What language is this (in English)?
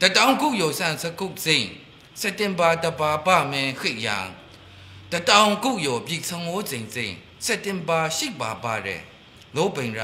Maru